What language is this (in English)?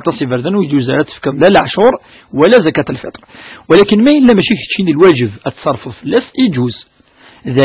Kabyle